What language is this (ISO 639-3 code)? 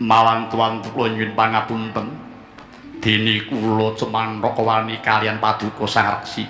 jav